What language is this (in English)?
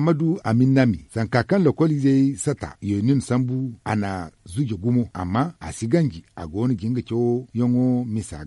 Zarma